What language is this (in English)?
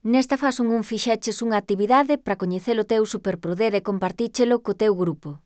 Galician